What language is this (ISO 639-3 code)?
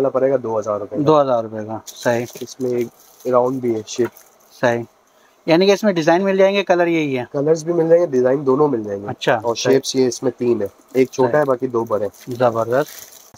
hin